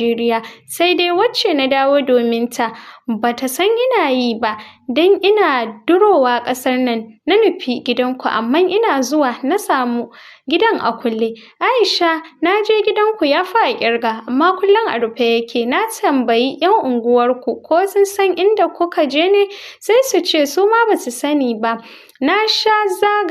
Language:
Hausa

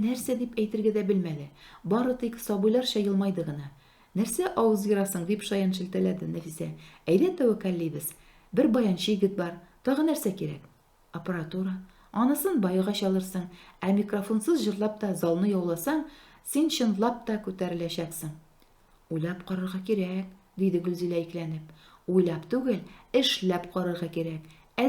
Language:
Tatar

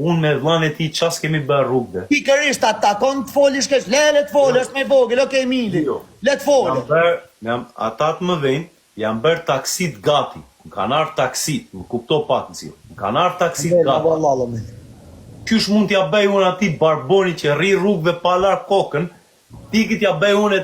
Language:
Albanian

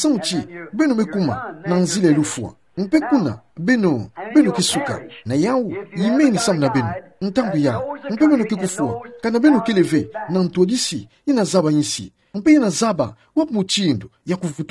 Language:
Kituba (Democratic Republic of Congo)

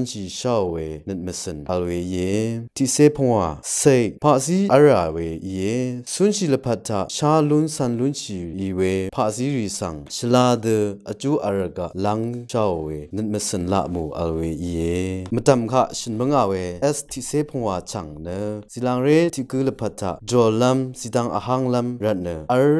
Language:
Rawang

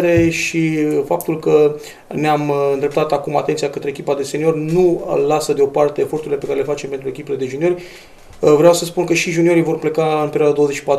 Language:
Romanian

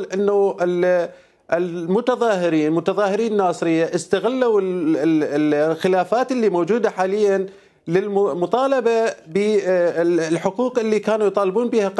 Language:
Mesopotamian Arabic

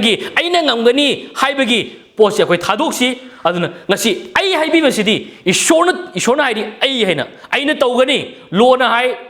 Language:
Manipuri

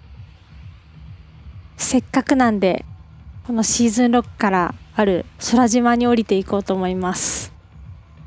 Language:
Japanese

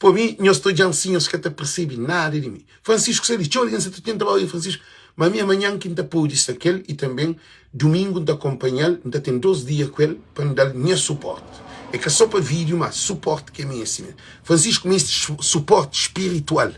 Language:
Kabuverdianu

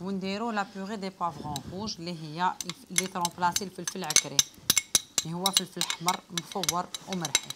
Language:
Algerian Arabic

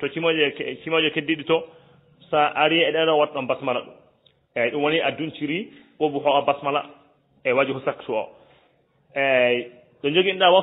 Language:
Fula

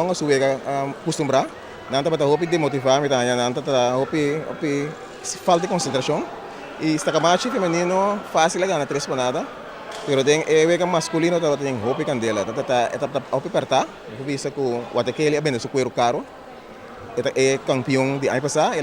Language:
Papiamento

